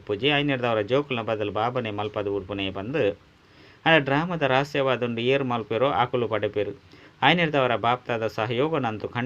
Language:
Tulu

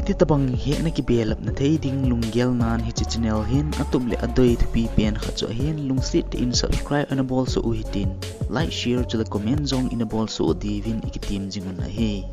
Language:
Thado Chin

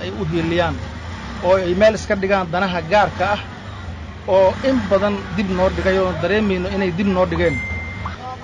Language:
Somali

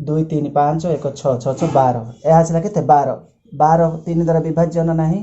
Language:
Odia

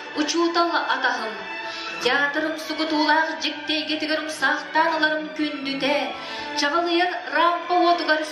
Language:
Yakut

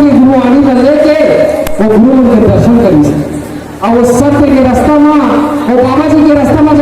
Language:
Chhattisgarhi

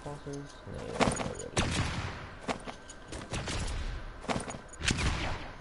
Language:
English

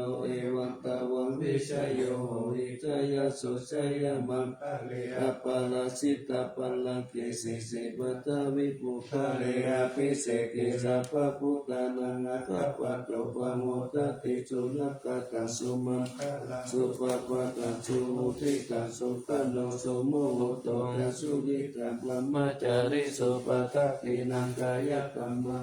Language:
Pali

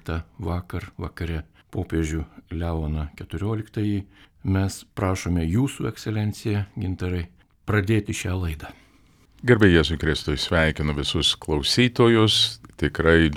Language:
Lithuanian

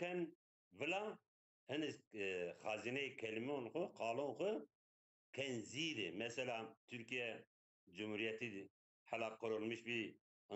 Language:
Zaza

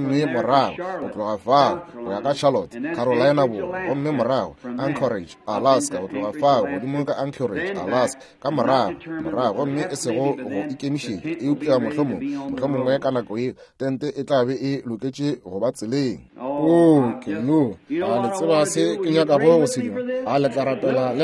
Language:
Northern Sotho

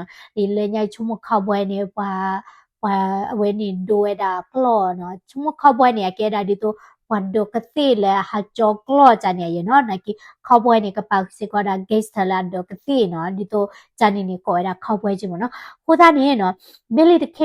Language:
S'gaw Karen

